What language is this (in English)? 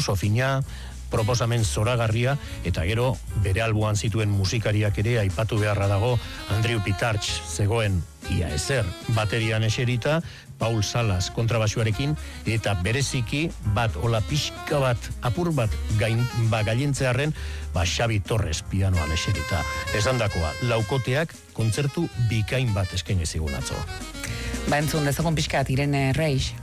Basque